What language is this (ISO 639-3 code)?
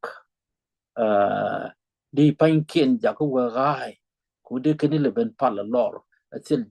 nus